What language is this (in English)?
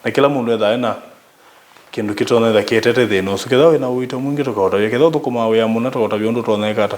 Kamba